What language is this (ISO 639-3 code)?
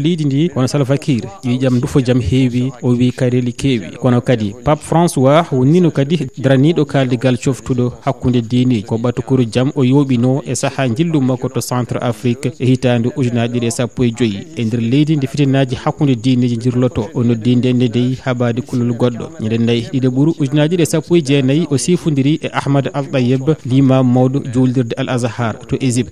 ful